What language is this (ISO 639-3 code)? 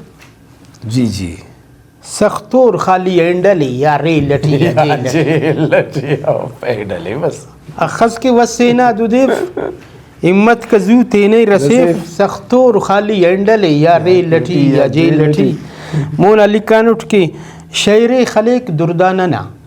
brh